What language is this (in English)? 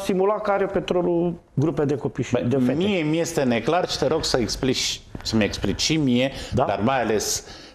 Romanian